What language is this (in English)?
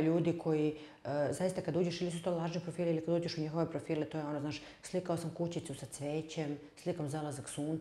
Serbian